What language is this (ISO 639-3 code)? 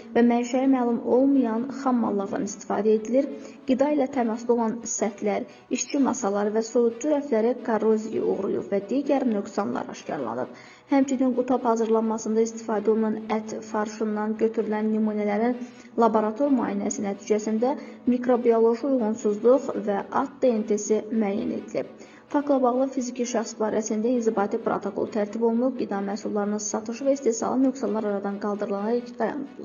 aze